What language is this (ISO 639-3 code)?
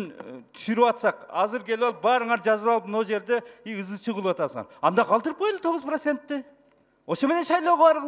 kir